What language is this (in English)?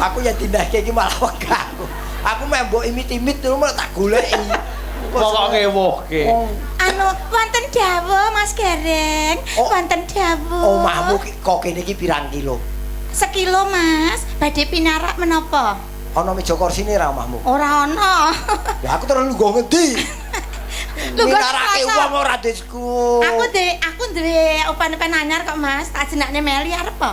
Javanese